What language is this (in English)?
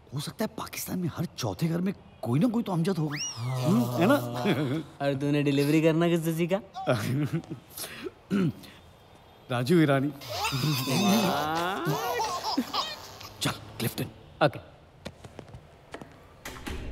Hindi